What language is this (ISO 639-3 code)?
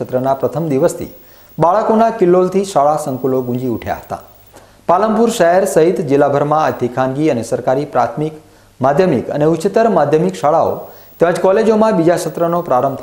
guj